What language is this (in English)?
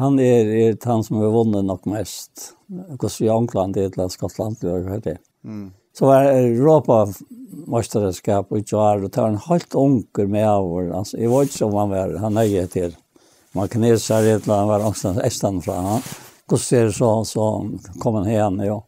Faroese